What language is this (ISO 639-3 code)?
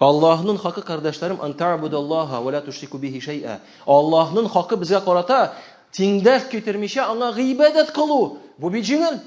tat